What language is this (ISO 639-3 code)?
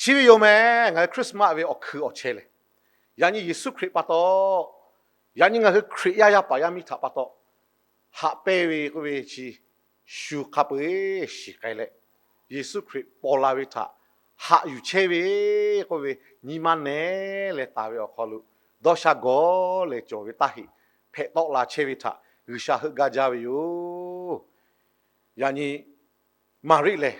lhu